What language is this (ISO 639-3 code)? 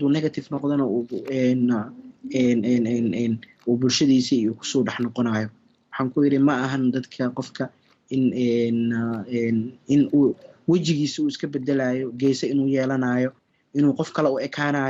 som